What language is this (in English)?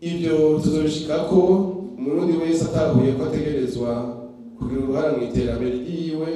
Rundi